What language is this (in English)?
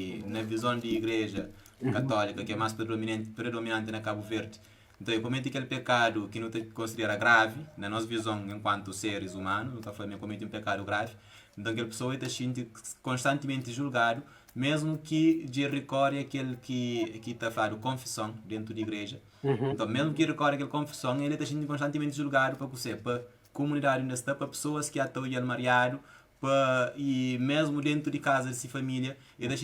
Kabuverdianu